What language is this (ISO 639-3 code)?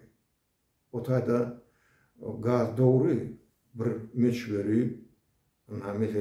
tuk